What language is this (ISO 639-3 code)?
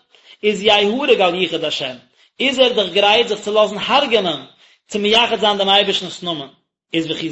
yid